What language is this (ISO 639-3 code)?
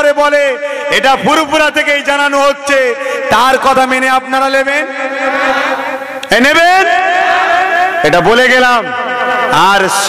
ben